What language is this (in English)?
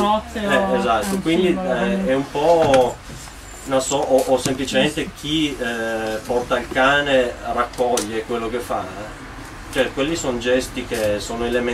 Italian